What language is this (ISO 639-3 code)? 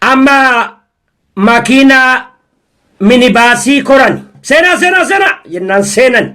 orm